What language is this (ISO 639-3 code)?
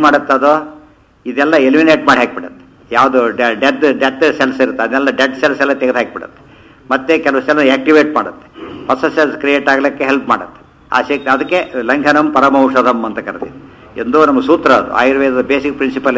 kan